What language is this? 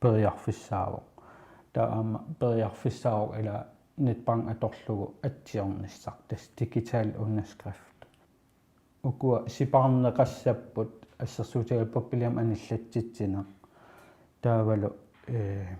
Kalaallisut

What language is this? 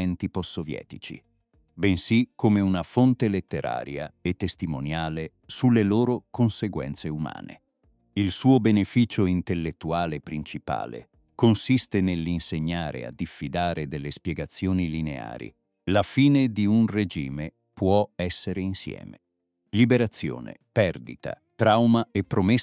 Italian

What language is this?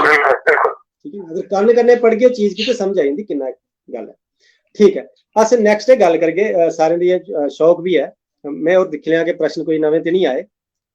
Dogri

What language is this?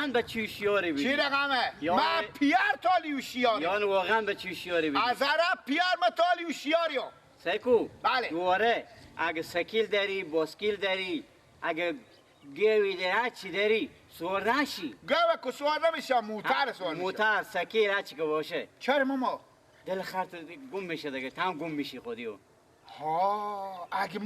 Persian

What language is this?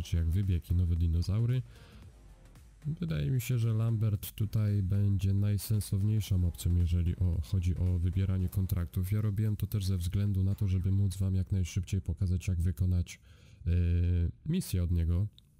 Polish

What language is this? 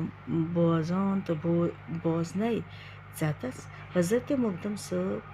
Kashmiri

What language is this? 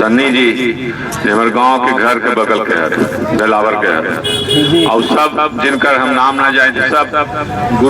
Magahi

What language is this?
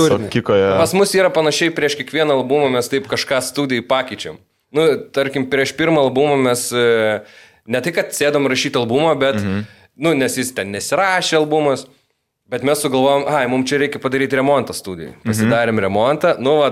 Lithuanian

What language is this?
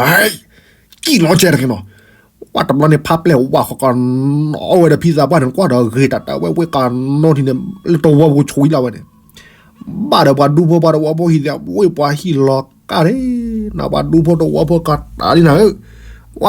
S'gaw Karen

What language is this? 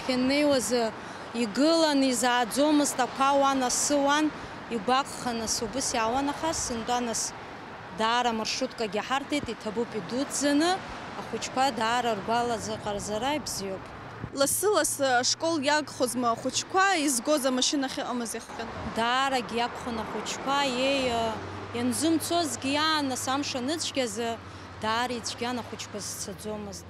Abkhazian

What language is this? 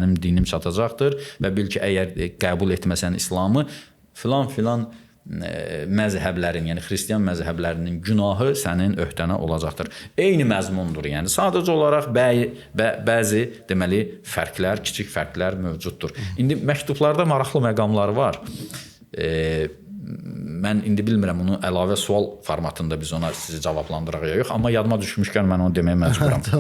Azerbaijani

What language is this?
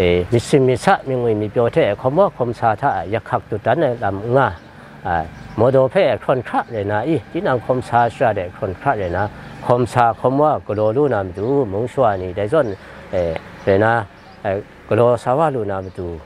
Kachin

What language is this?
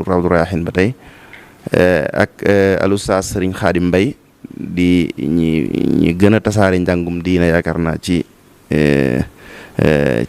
Wolof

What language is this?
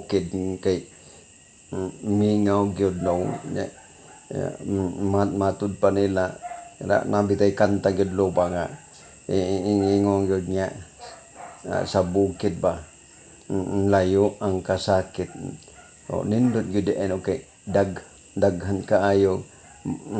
Cebuano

